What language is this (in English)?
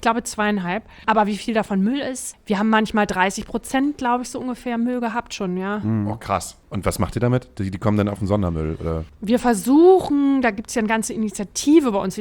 German